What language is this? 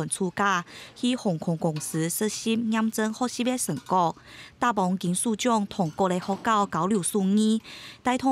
Hakka Chinese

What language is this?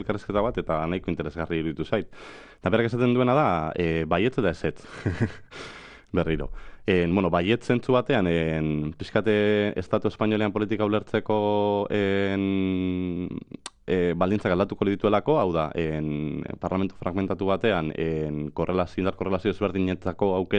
Basque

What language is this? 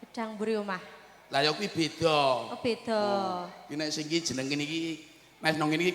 Javanese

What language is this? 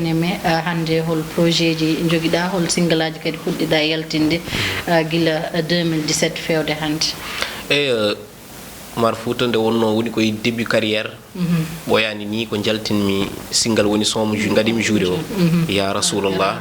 Fula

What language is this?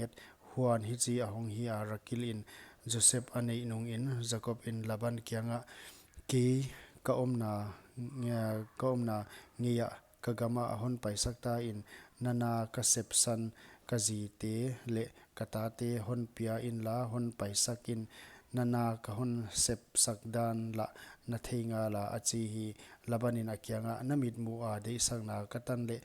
Paite Chin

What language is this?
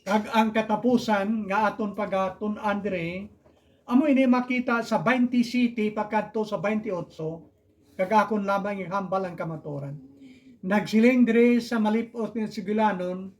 Hiligaynon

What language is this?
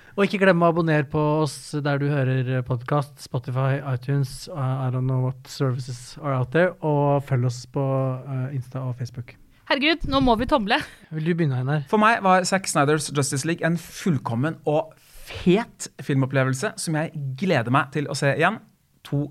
Norwegian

